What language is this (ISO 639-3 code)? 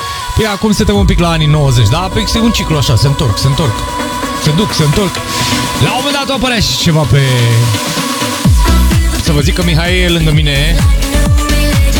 ron